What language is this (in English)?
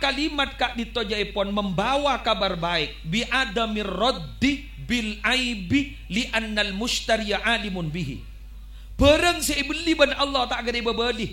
Madurese